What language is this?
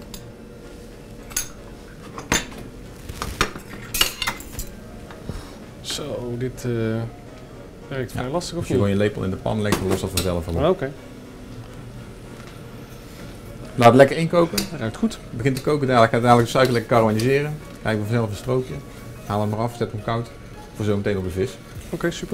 Dutch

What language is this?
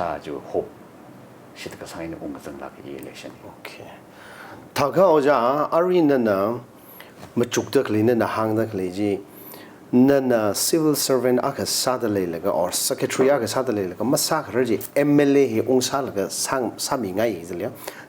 Tangkhul Naga (India)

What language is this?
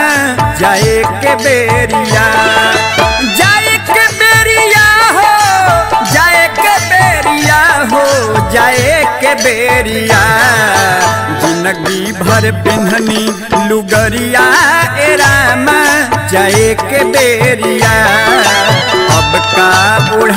Bhojpuri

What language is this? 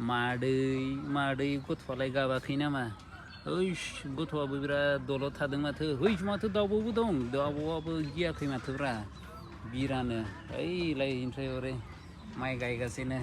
Bodo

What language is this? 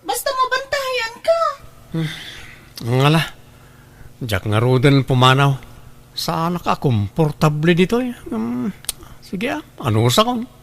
Iloko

